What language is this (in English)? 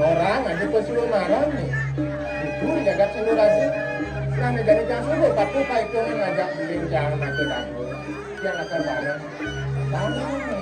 Balinese